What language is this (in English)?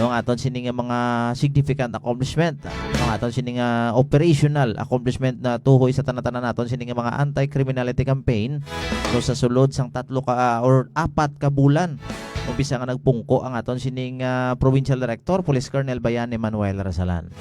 Hiligaynon